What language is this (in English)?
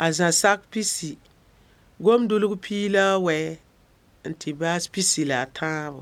Mossi